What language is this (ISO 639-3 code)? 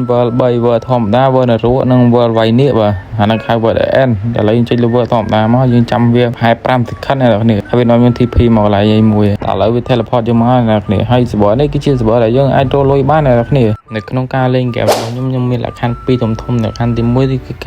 khm